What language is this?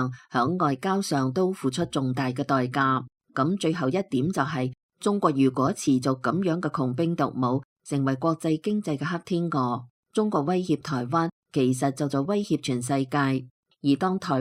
Cantonese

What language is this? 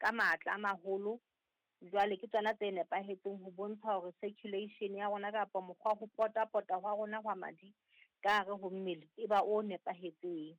Southern Sotho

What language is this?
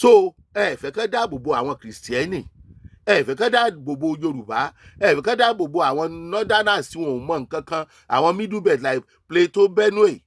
Yoruba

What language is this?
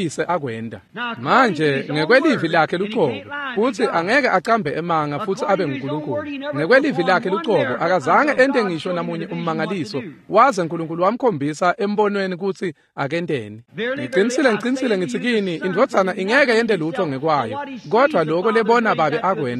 Swati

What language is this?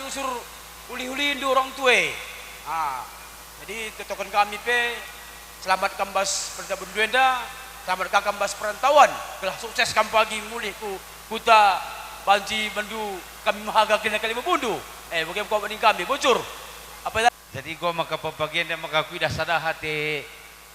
Batak Karo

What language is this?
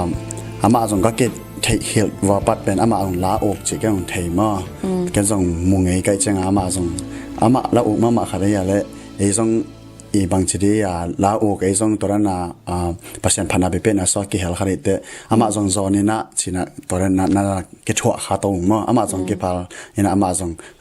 Tedim Chin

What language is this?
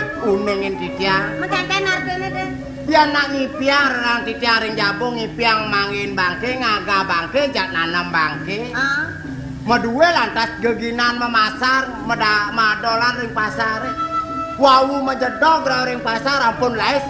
Balinese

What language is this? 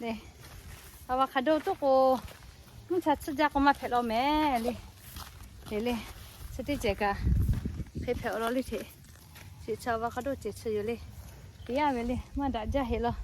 Lahu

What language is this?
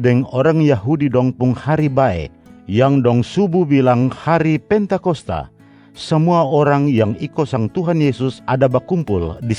Kupang Malay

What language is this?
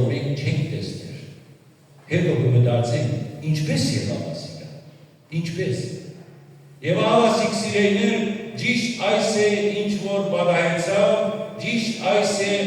Western Armenian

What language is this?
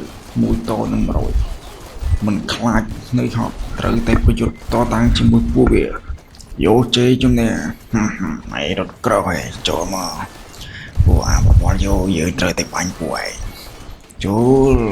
Khmer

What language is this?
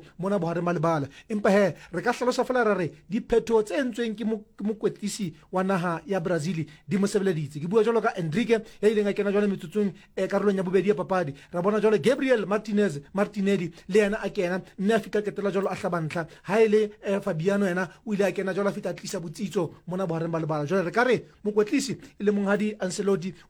Southern Sotho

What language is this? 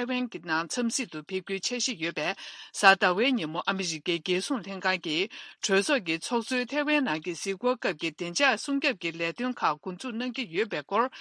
Tibetan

